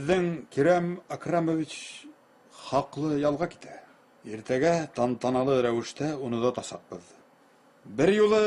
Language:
Bashkir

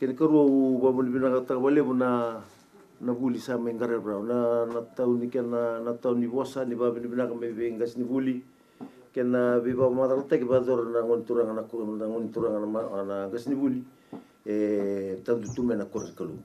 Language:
Fijian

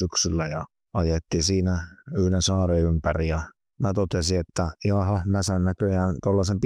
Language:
Finnish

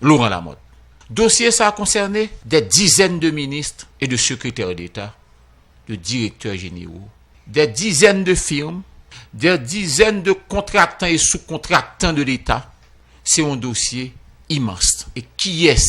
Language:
Haitian Creole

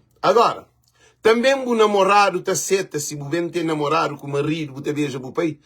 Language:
Kabuverdianu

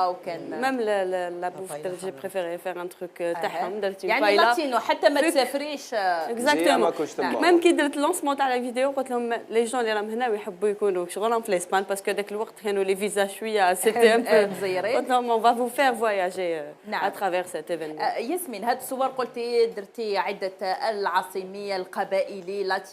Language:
Algerian Arabic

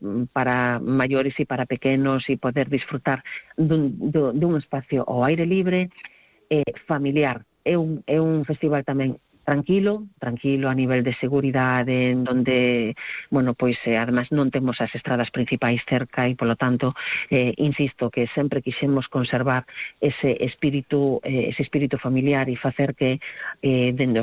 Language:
Galician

